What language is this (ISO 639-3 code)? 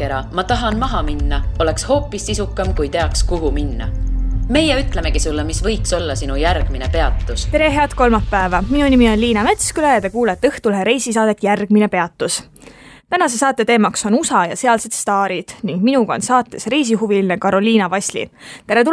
est